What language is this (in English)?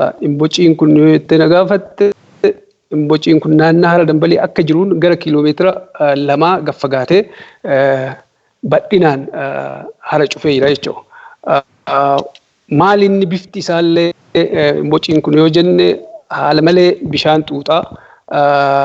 Oromo